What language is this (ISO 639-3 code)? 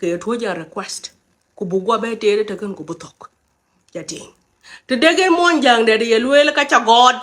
nus